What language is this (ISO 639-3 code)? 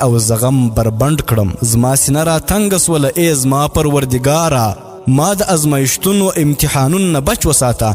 pus